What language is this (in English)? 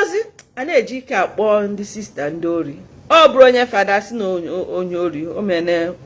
Igbo